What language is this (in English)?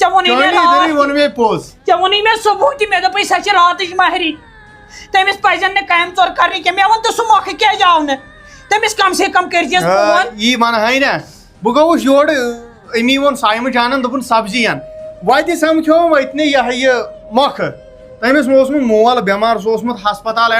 Kashmiri